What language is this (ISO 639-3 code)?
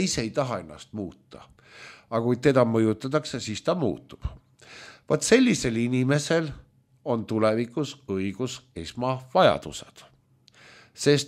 est